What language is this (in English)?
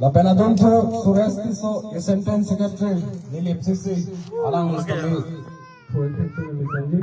Karbi